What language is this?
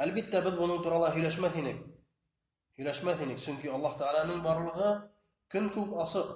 Bashkir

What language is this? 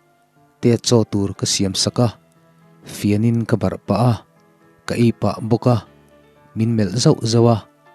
Mizo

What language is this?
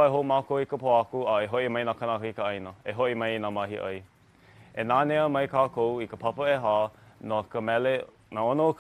Hawaiian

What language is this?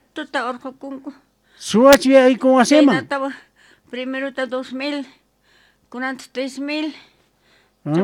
South Bolivian Quechua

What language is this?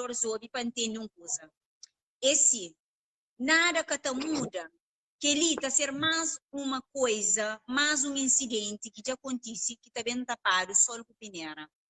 Kabuverdianu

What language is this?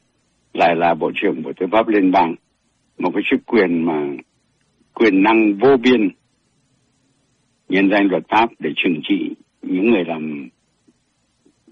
Vietnamese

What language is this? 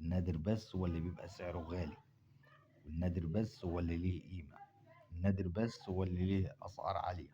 Egyptian Arabic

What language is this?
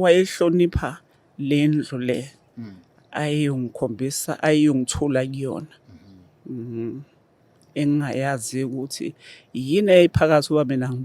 Zulu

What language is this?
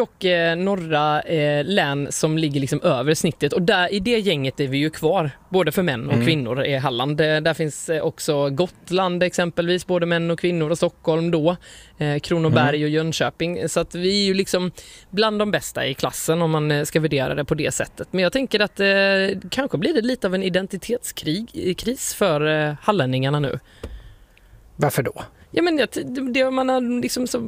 Swedish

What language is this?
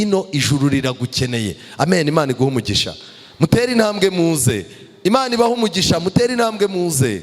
Kinyarwanda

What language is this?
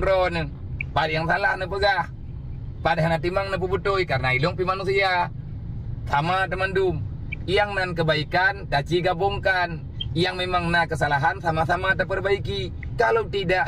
Achinese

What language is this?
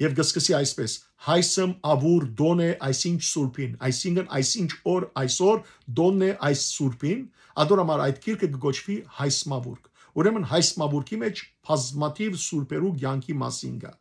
Western Armenian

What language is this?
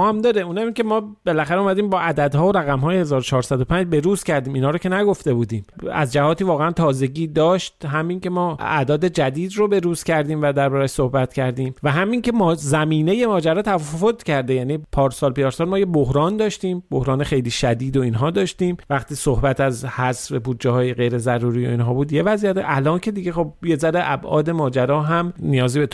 Persian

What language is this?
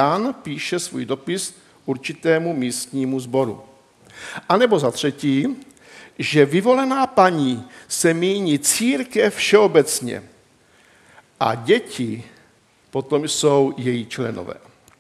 Czech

